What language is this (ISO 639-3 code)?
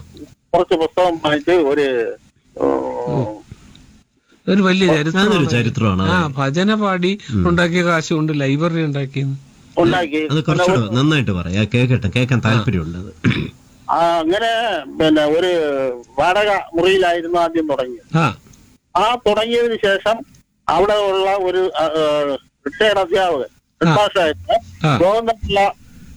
mal